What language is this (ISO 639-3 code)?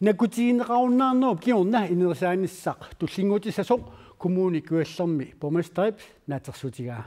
kal